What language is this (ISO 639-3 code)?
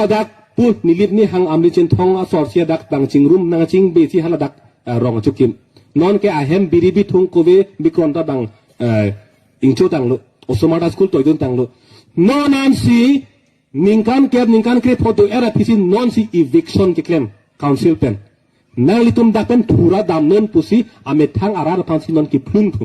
mjw